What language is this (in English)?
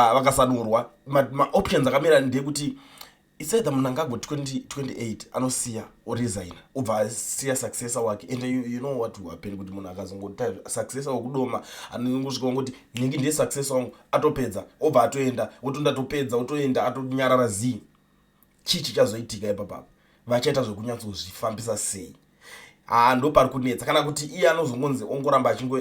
Shona